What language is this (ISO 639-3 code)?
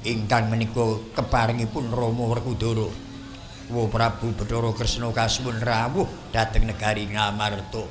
jav